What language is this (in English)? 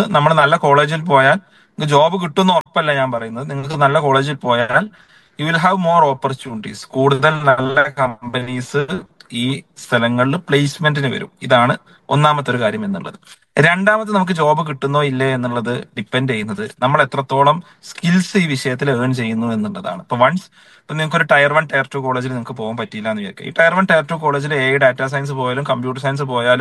Malayalam